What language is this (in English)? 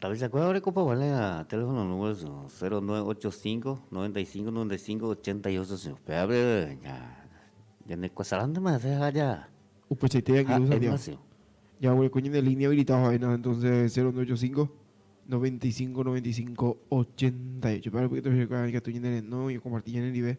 Guarani